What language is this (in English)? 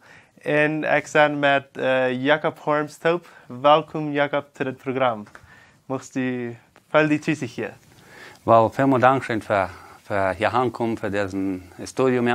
Plautdietsch